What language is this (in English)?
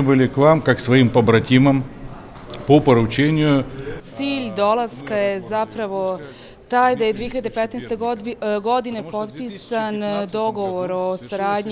Bosnian